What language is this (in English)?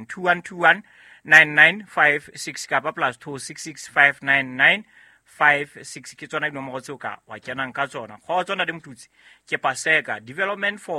Southern Sotho